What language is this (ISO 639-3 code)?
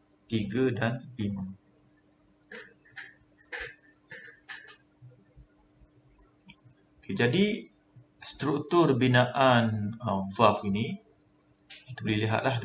msa